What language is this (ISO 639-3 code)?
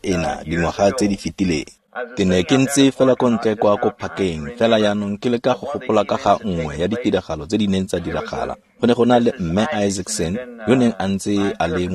tsn